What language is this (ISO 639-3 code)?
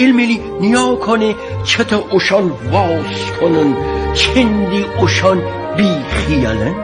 glk